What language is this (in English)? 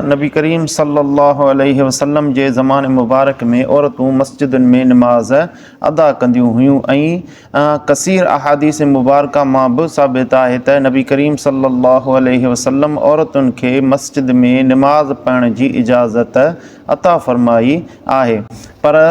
Sindhi